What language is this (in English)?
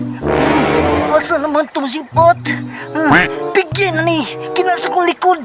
Cebuano